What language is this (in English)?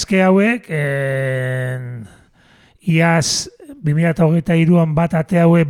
Basque